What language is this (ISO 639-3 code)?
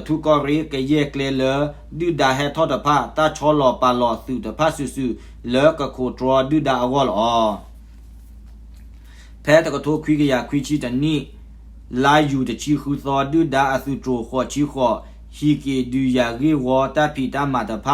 ksw